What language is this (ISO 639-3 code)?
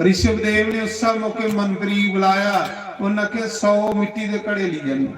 doi